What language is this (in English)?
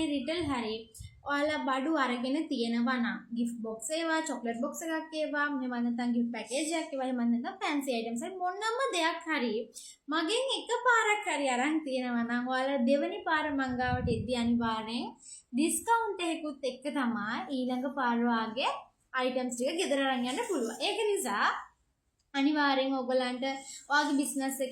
Sinhala